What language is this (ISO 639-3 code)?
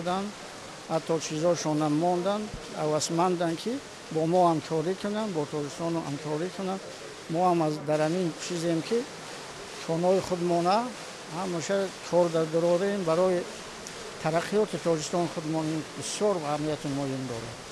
tgk